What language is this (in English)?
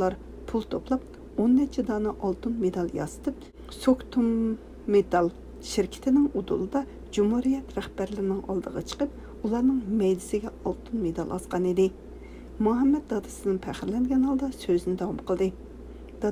Uyghur